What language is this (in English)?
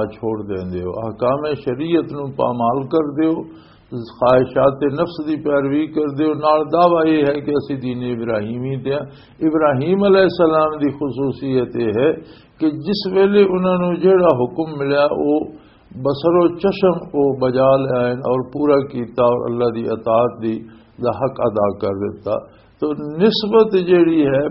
Western Panjabi